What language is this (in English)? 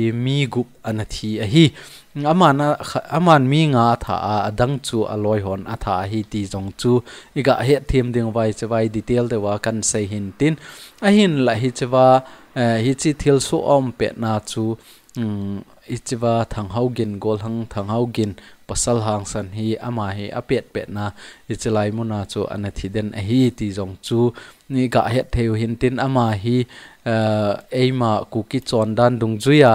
Thado Chin